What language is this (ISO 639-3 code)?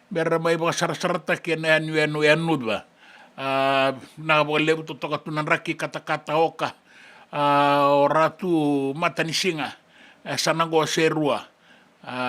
fij